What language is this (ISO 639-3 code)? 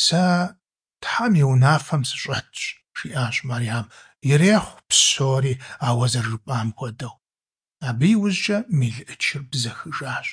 kbd